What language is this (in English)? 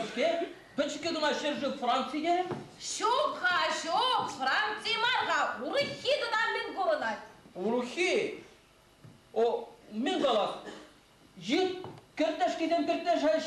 Chuvash